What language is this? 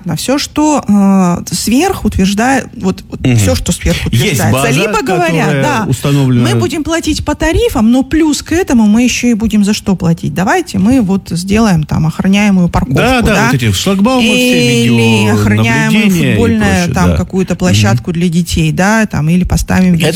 Russian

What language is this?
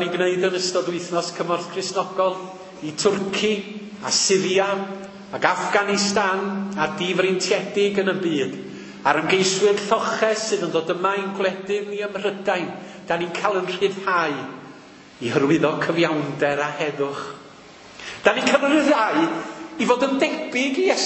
Welsh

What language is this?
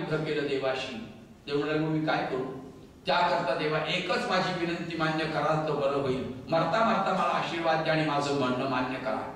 Marathi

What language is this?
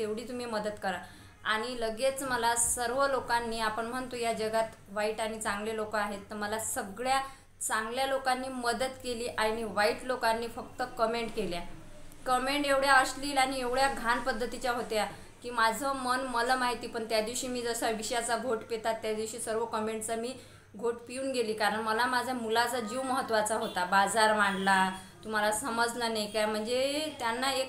Marathi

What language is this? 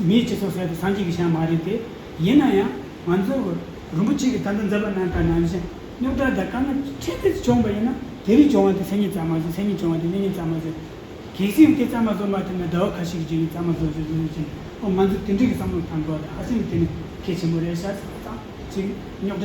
Tibetan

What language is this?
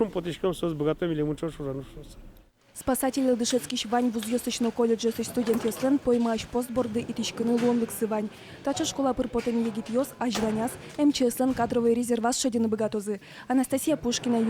Udmurt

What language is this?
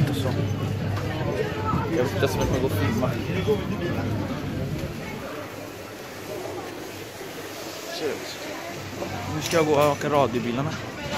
Swedish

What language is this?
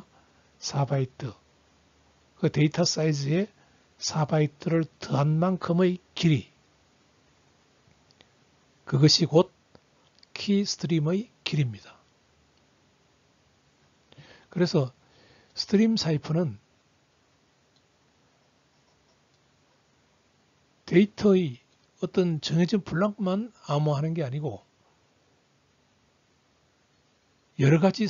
Korean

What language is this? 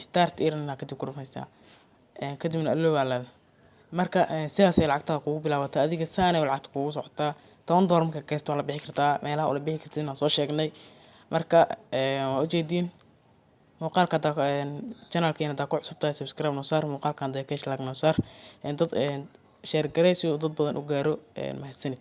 Somali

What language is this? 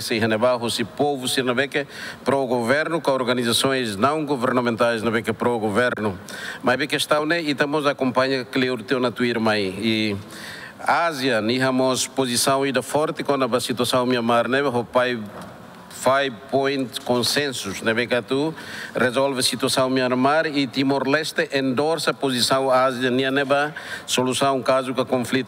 Tetum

